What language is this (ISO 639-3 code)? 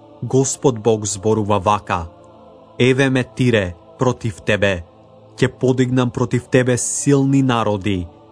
mkd